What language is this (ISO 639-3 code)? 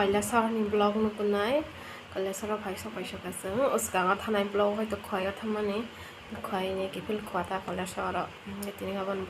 trp